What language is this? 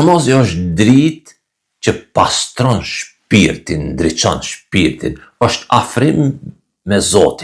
Albanian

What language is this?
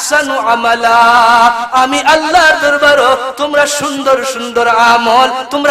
Sylheti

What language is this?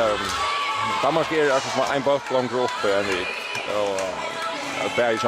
Faroese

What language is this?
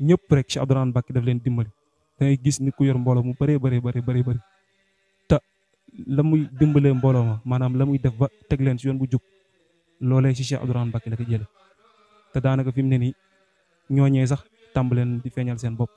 Wolof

